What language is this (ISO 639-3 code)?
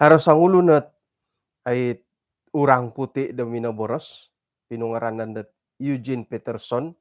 dtp